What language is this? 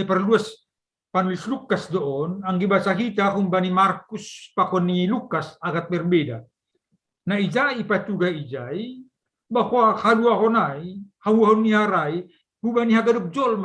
Batak Simalungun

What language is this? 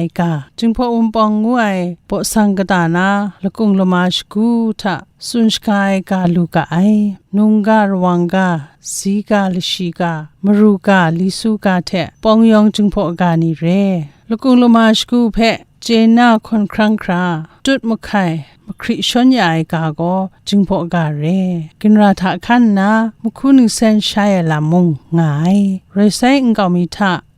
Kachin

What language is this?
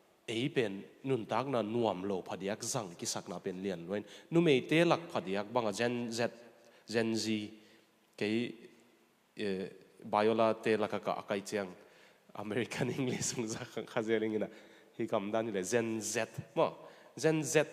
Tedim Chin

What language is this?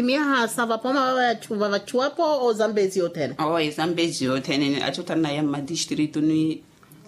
Makhuwa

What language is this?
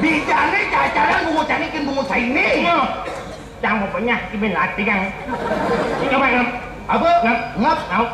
Balinese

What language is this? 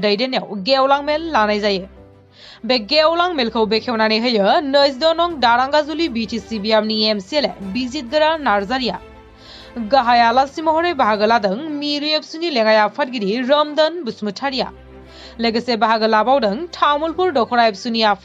Bodo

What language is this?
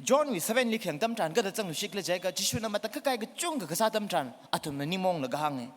Tangkhul Naga (India)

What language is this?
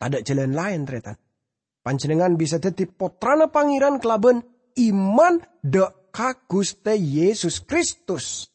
Madurese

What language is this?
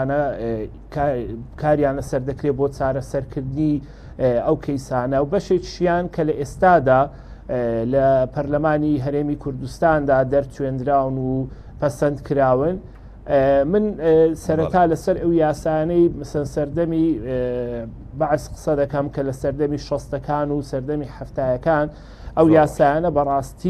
Central Kurdish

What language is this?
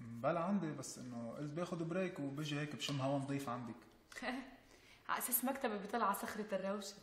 North Levantine Arabic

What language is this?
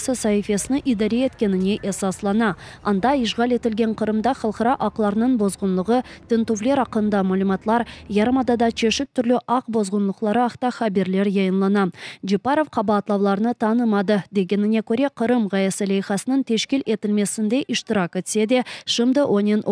Crimean Tatar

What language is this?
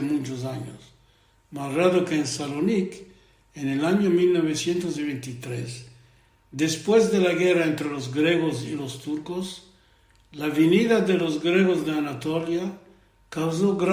Ladino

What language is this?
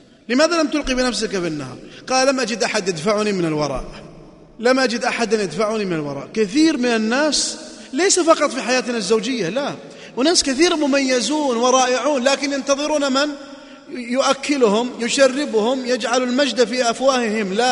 Arabic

